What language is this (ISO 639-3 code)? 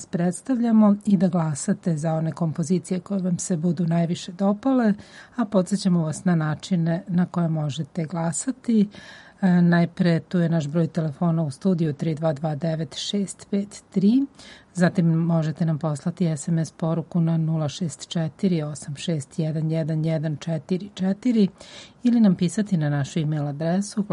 srp